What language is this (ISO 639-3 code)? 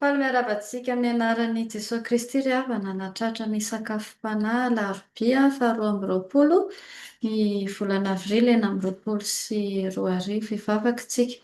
mlg